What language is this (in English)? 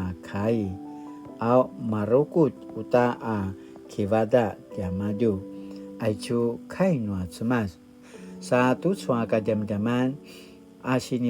Paiwan